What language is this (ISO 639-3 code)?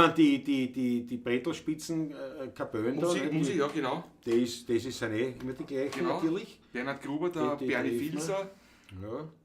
bar